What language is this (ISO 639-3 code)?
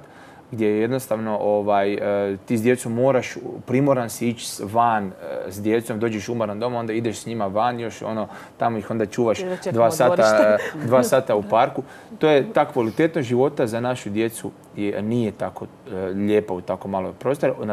hrv